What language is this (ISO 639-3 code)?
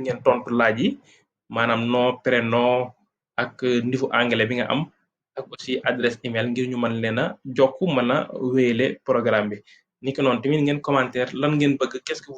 wol